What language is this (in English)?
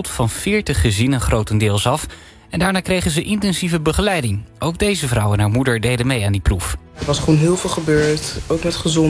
Dutch